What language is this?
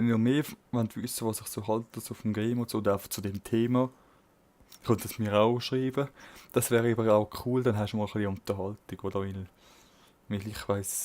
Swiss German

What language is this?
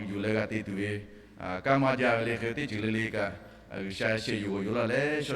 Lahu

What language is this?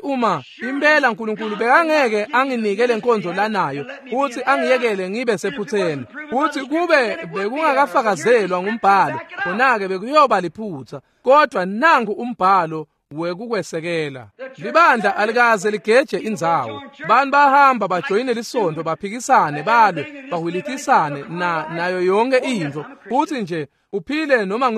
Swati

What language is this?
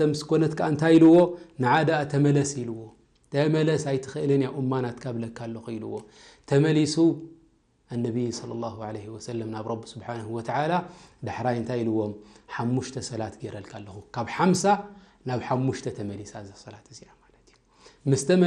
Tigrinya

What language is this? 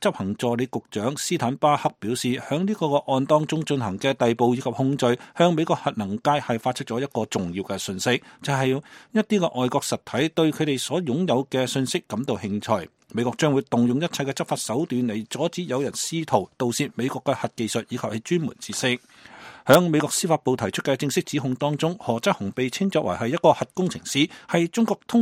Cantonese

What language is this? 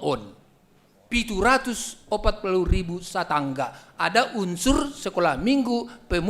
Batak Simalungun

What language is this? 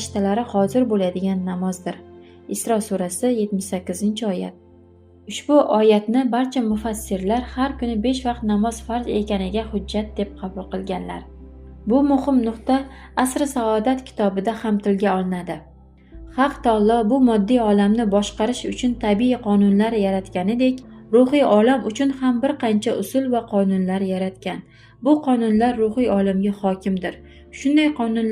Uzbek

